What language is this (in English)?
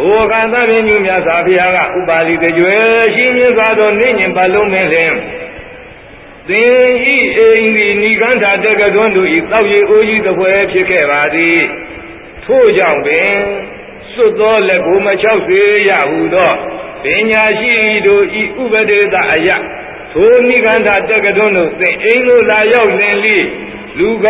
Burmese